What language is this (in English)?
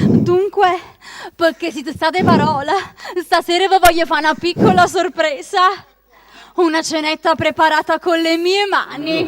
Neapolitan